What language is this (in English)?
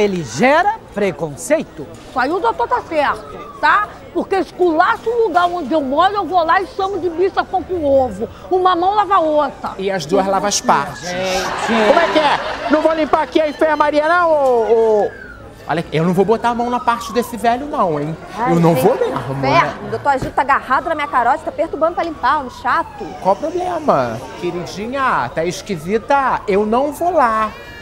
Portuguese